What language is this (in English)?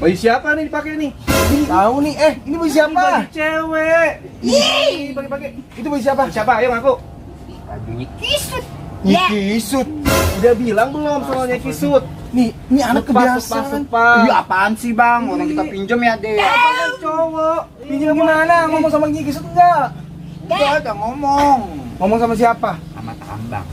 Betawi